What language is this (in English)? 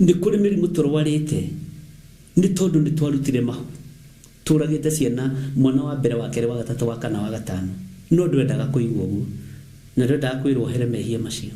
Kikuyu